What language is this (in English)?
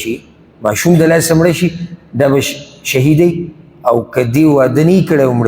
Pashto